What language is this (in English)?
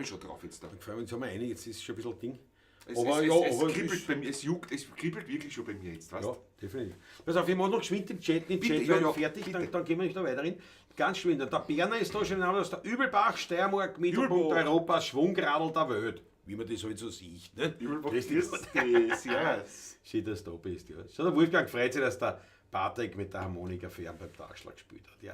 Bavarian